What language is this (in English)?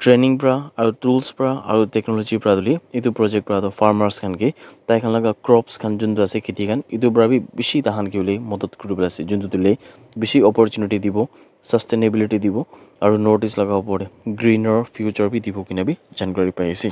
Naga Pidgin